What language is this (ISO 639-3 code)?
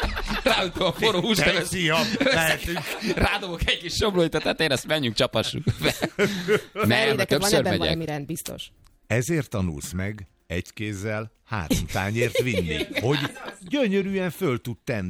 hun